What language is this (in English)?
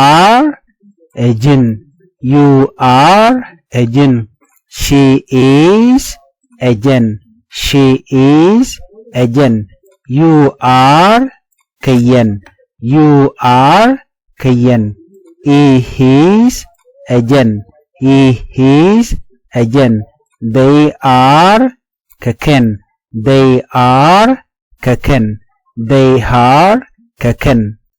Nuer